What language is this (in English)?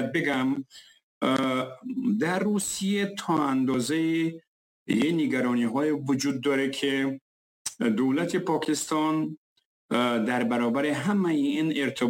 Persian